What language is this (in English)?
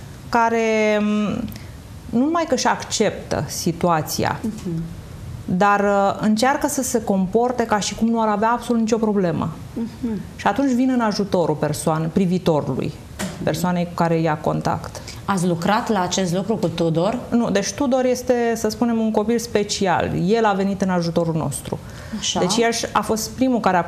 Romanian